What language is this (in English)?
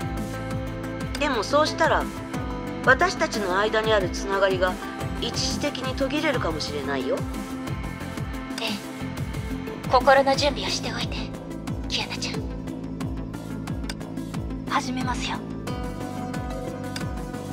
Japanese